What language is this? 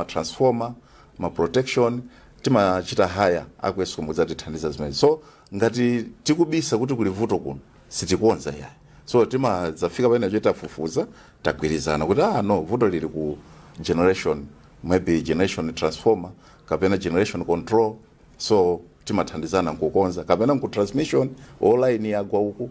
Nyanja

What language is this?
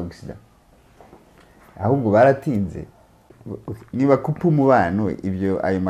Kinyarwanda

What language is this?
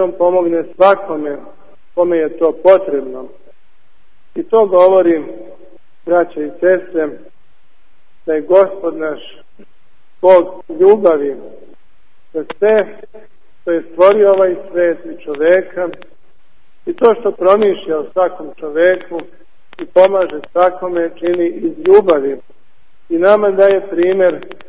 Serbian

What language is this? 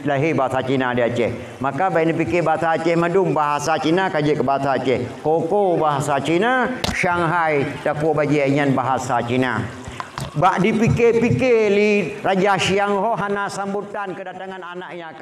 Achinese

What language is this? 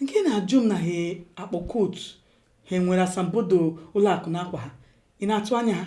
Igbo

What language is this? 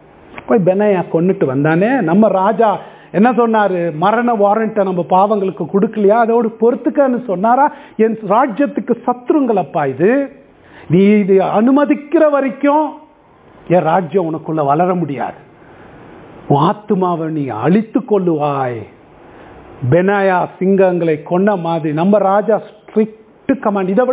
Tamil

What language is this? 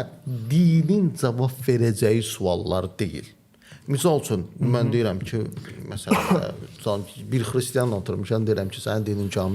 Azerbaijani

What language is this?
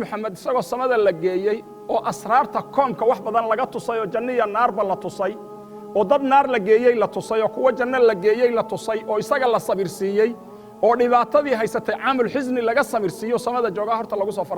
Somali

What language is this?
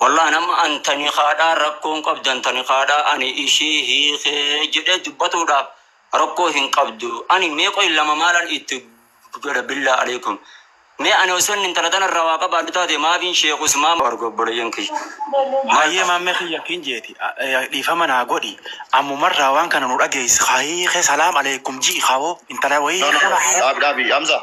Oromo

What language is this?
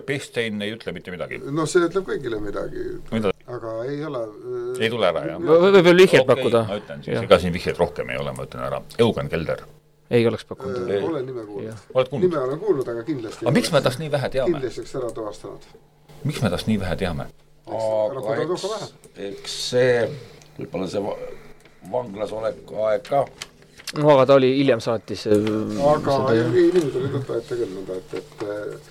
Estonian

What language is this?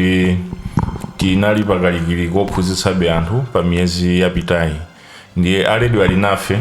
Nyanja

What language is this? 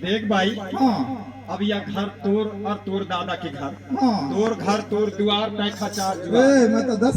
Chhattisgarhi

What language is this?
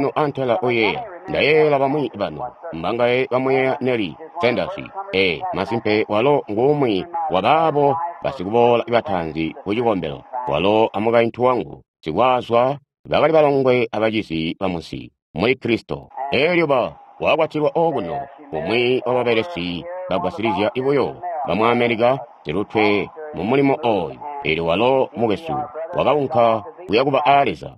Tonga (Zambia)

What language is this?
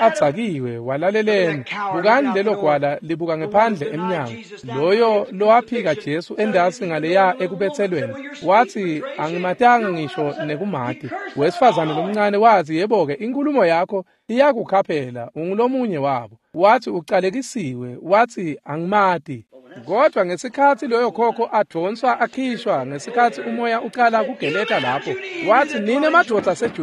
Swati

